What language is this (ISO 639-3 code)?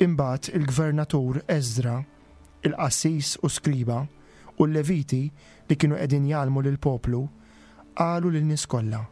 mlt